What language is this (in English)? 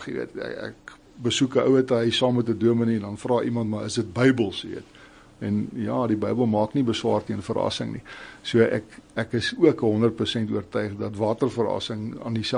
Afrikaans